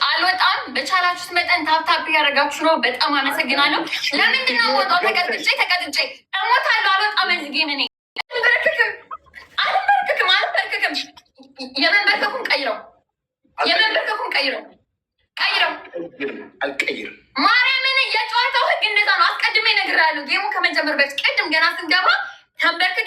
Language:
Amharic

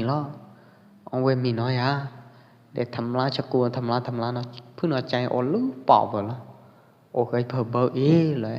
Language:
Pwo Eastern Karen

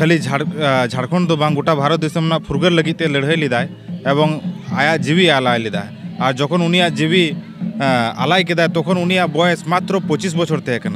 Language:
Santali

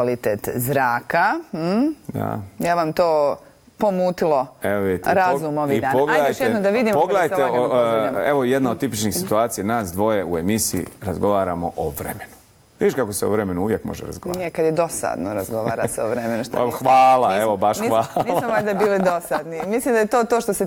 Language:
Bosnian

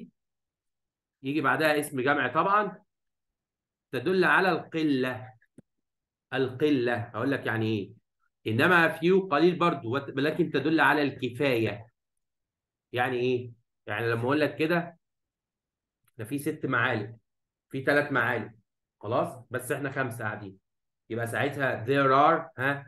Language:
Egyptian Arabic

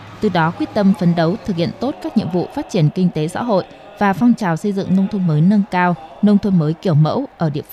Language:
Vietnamese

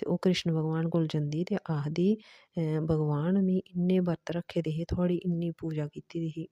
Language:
Dogri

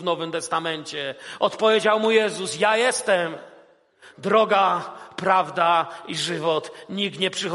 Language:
Polish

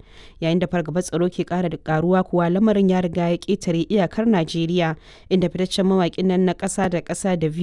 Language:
Hausa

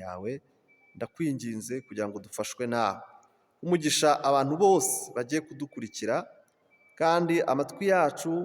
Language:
Kinyarwanda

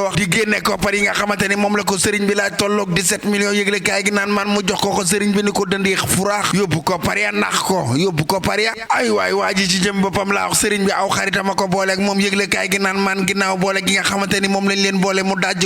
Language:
Wolof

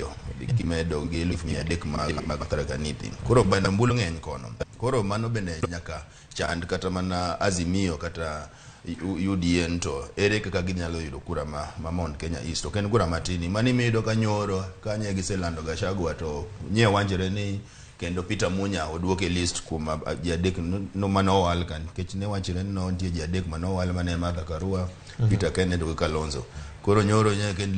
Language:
Luo (Kenya and Tanzania)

